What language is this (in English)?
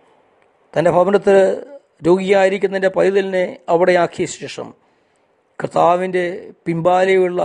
Malayalam